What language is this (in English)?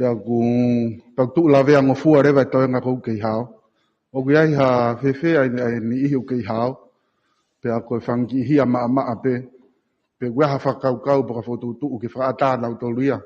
Tongan